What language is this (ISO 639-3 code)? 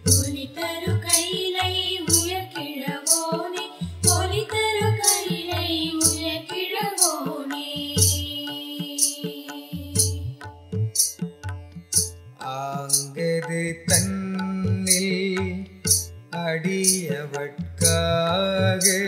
tam